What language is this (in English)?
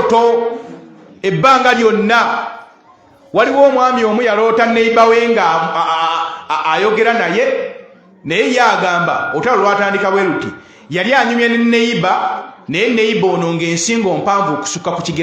Ganda